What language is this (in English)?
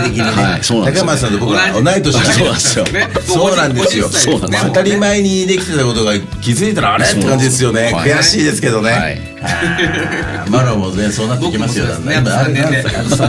Japanese